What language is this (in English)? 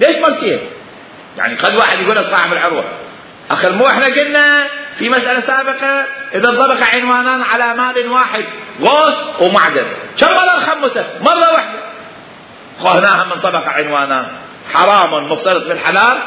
Mesopotamian Arabic